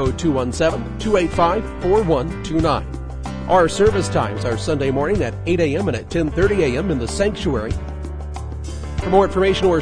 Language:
English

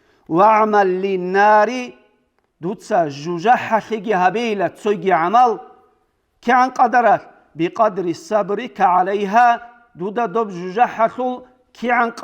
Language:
Avaric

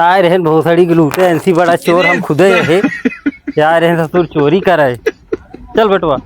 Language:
Awadhi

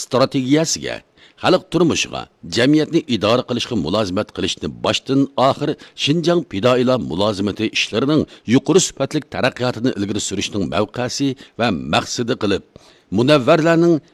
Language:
Uyghur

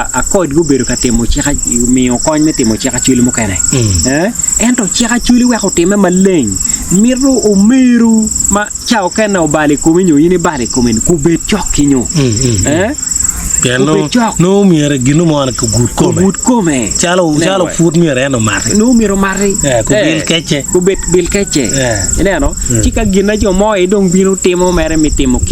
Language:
Acoli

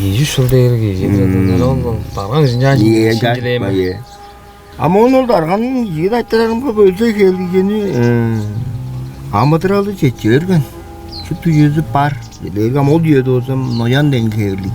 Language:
Tuvinian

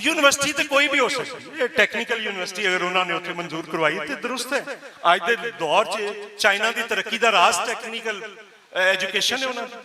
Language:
Western Panjabi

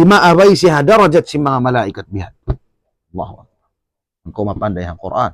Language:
Tausug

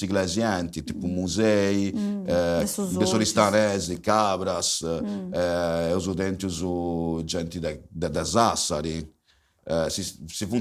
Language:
Sardinian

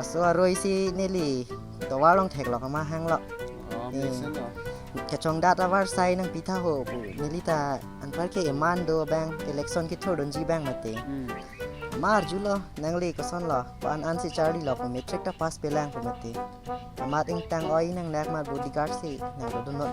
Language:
Karbi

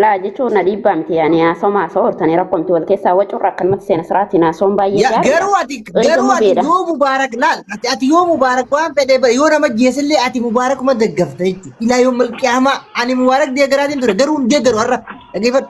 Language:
Oromo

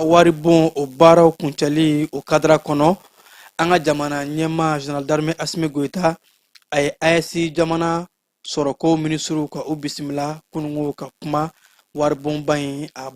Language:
Bambara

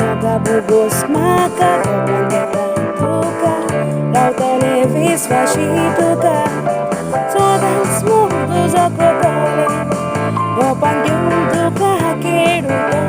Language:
Konkani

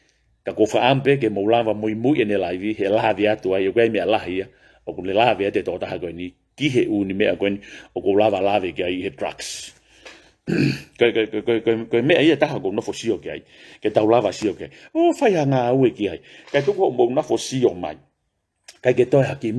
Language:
Tongan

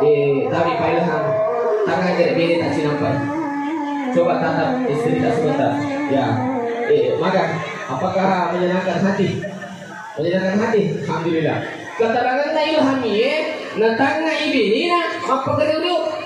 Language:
Buginese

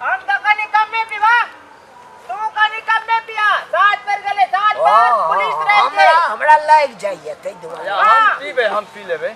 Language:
Maithili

